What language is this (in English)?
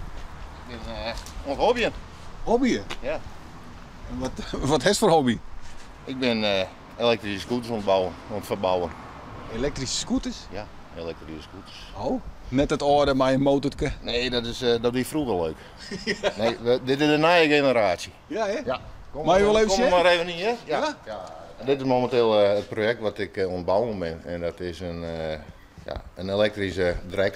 Western Frisian